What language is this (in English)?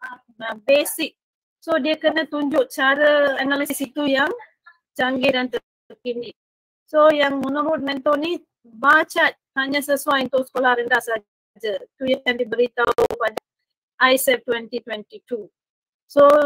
Malay